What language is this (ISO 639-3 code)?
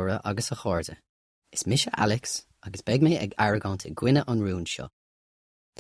gle